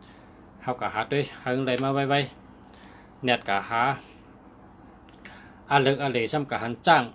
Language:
Shan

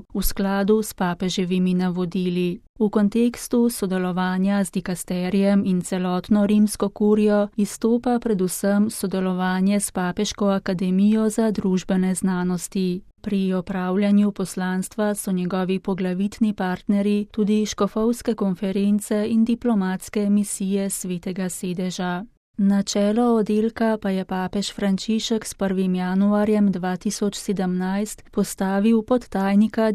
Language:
Slovenian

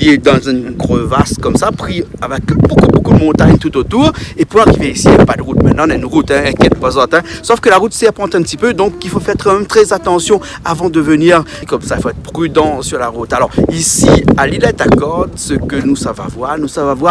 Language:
Réunion Creole French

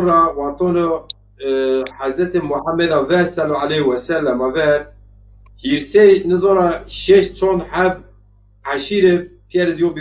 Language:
Zaza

